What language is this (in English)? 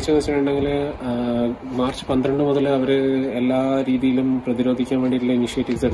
Malayalam